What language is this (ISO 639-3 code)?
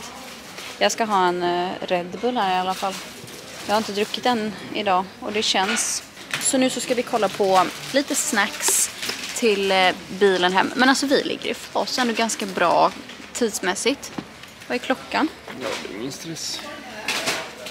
swe